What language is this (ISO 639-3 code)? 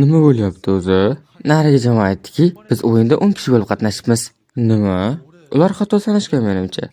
uzb